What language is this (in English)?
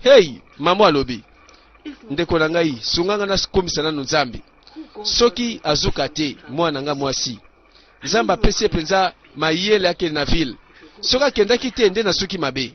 Lingala